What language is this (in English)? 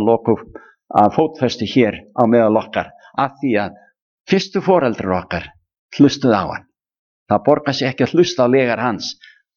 Icelandic